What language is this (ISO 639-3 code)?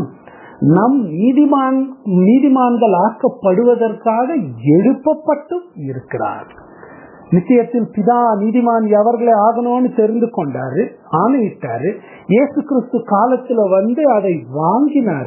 tam